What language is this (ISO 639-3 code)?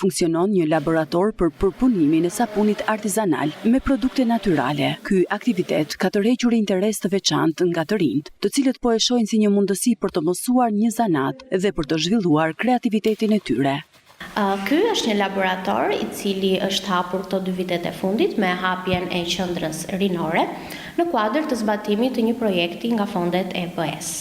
sqi